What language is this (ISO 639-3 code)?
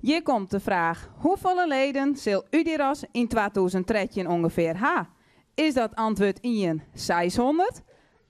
fry